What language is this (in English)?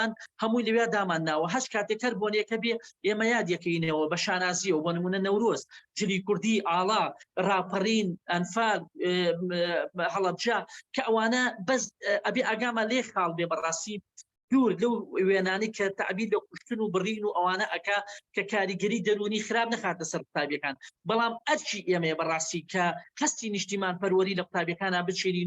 Central Kurdish